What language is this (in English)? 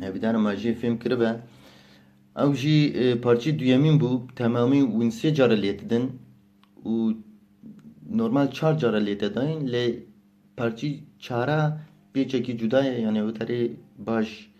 Kurdish